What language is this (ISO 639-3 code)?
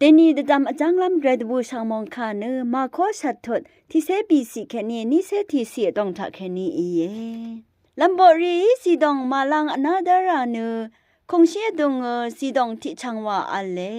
raw